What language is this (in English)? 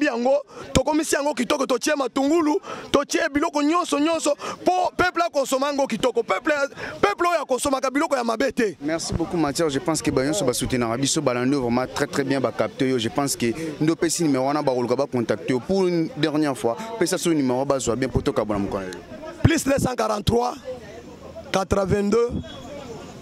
Lingala